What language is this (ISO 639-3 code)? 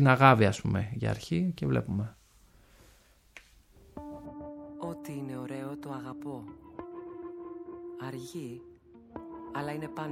ell